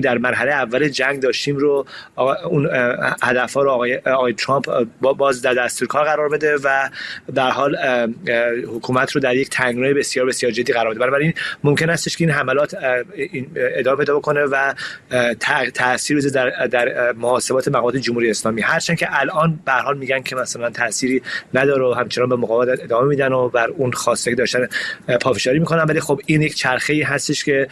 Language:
Persian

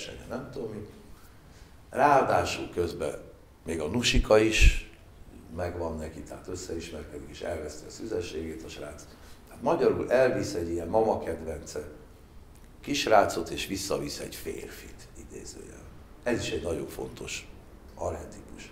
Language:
Hungarian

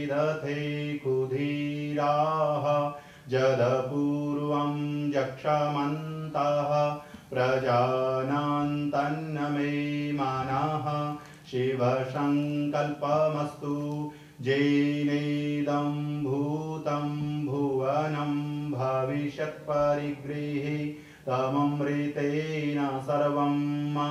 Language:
Sanskrit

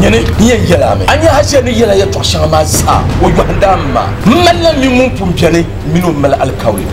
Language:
Dagbani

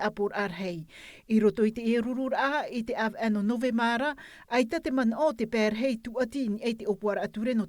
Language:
Tahitian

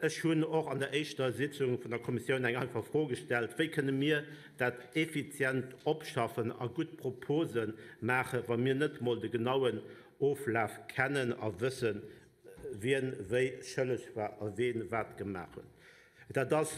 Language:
Luxembourgish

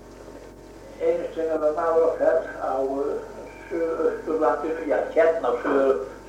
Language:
Icelandic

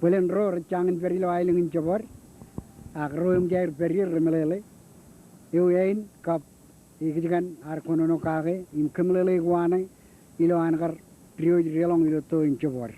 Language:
Marshallese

